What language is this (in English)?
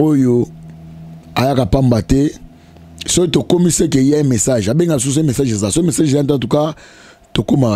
Lingala